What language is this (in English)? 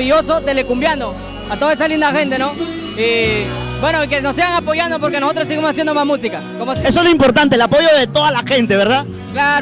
Spanish